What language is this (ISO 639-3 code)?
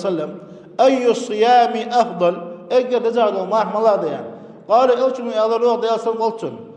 inh